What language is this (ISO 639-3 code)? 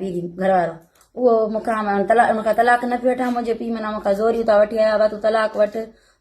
snd